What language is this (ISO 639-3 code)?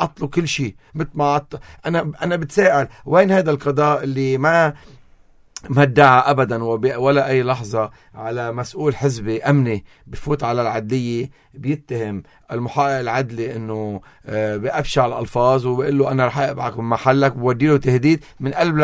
apc